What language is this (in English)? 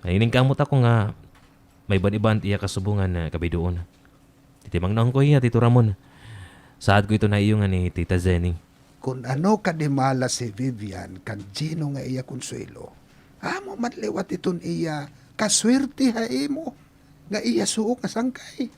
Waray